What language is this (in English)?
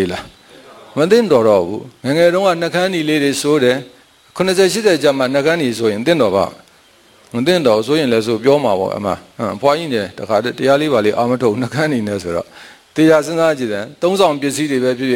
Burmese